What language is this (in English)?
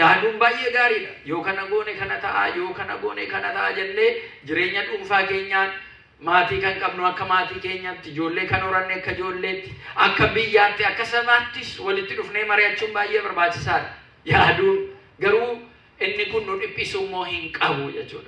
Oromo